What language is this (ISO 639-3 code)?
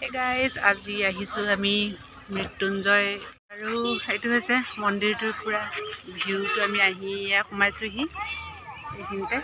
asm